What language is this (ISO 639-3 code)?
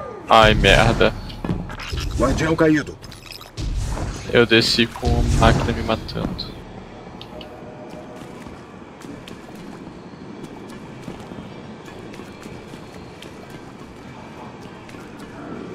por